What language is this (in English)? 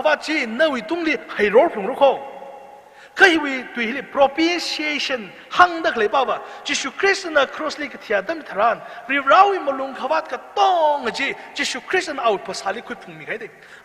Tangkhul Naga (India)